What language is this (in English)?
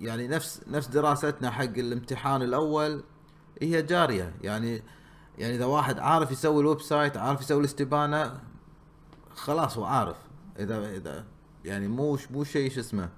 Gulf Arabic